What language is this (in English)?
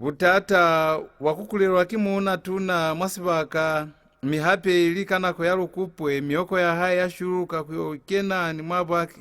Lozi